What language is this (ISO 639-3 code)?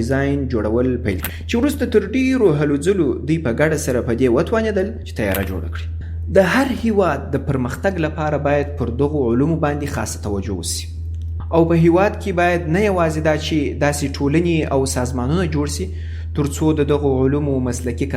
pus